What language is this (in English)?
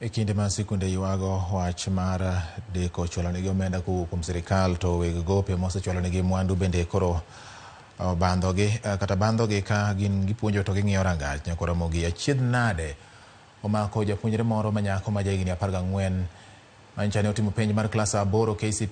Luo (Kenya and Tanzania)